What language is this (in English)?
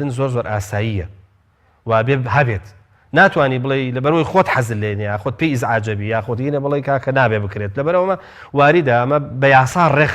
Central Kurdish